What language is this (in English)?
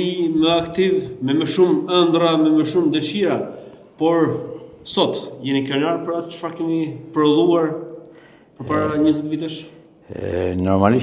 Albanian